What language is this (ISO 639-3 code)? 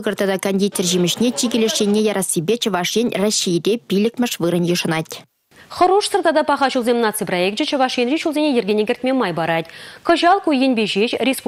chv